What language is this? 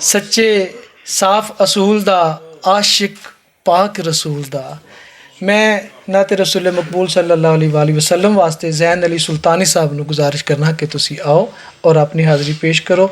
Western Panjabi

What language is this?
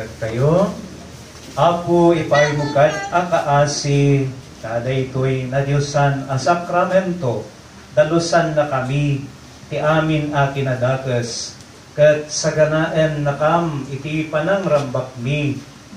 Iloko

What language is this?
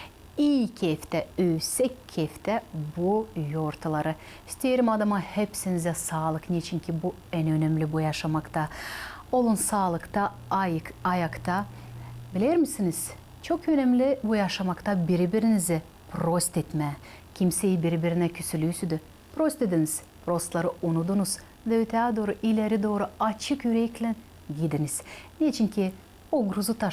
Gagauz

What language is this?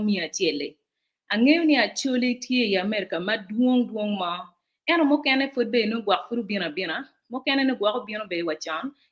Acoli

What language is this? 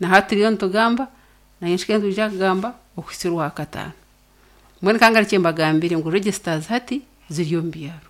Nyankole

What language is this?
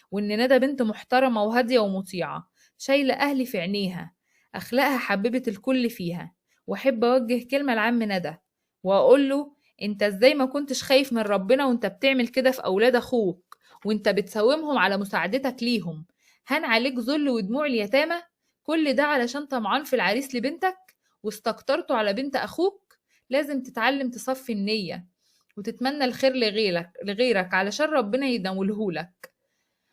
Egyptian Arabic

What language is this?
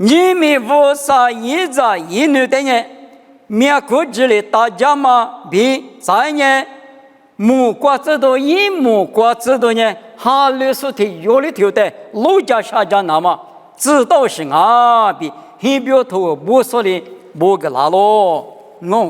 Lisu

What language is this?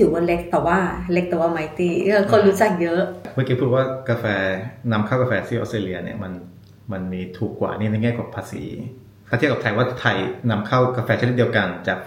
Thai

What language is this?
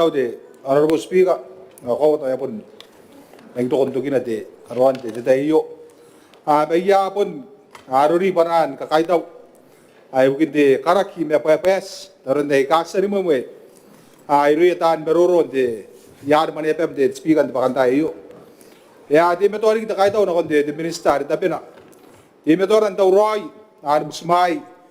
Gilbertese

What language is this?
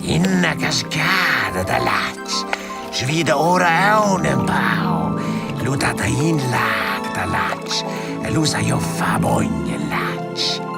Romansh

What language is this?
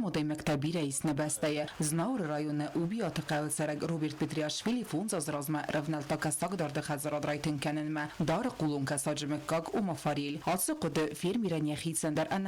Ossetic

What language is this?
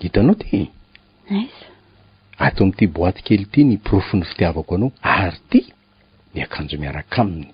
Malagasy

